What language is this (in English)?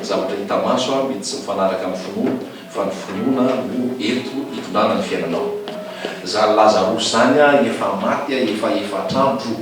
Malagasy